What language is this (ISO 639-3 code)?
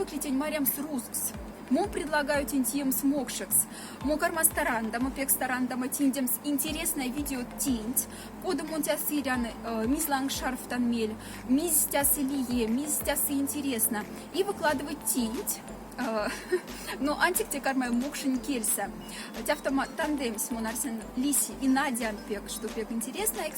mdf